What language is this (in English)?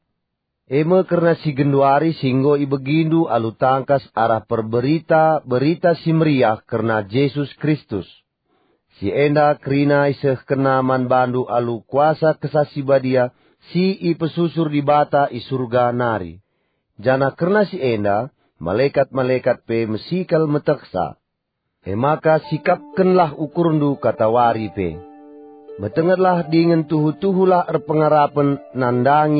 Batak Karo